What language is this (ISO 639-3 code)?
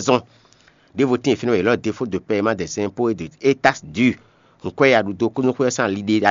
fon